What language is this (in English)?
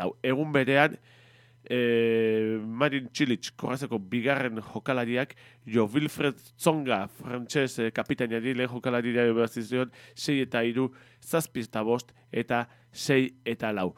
Basque